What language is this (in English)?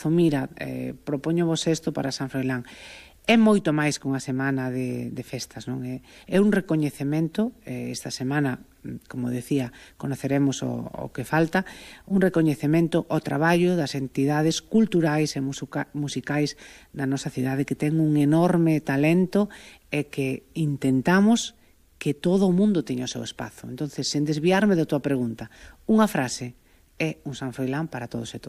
Galician